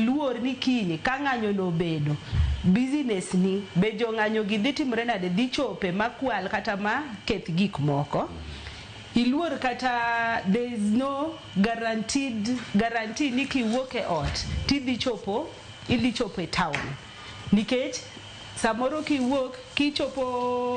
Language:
Luo (Kenya and Tanzania)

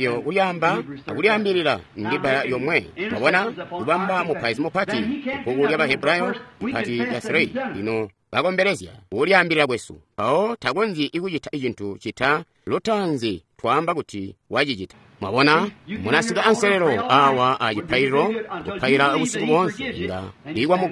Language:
Tonga (Zambia)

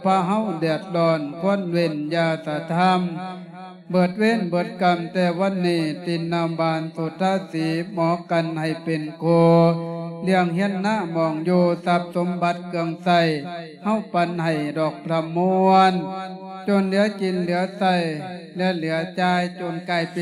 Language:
Lao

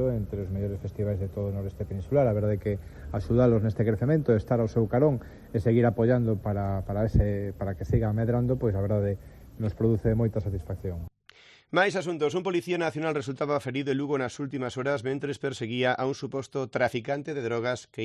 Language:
Galician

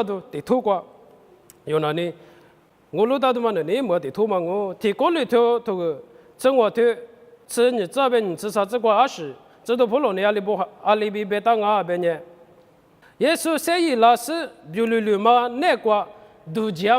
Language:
Lisu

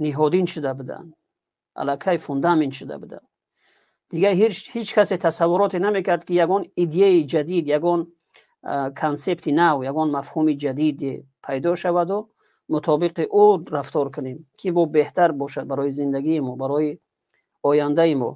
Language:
Tajik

